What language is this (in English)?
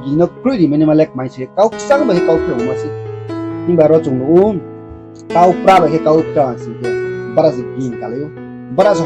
Riang (India)